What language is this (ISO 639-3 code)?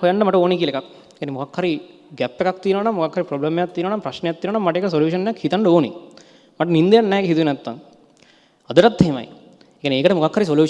sin